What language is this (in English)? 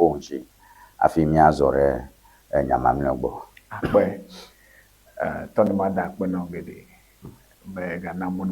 Ewe